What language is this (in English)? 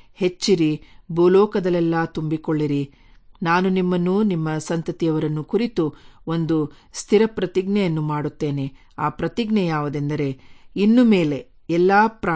Kannada